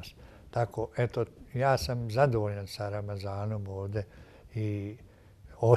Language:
Bosnian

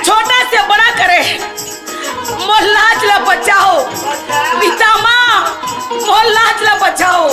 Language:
Chhattisgarhi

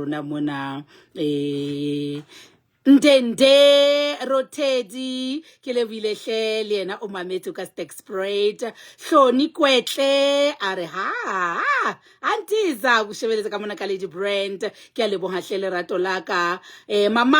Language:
Southern Sotho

